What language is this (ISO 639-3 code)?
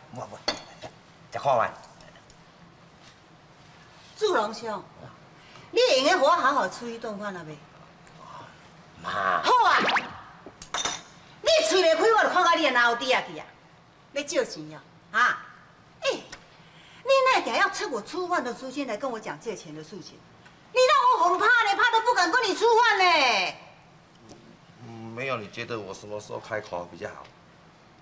zho